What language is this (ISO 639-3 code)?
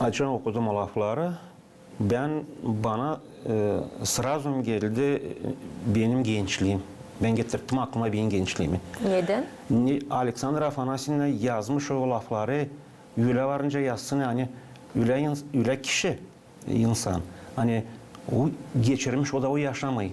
gag